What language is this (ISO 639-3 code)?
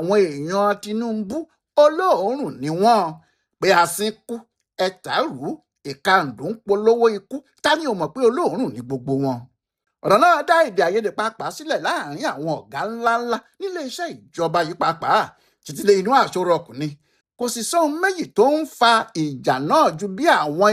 yor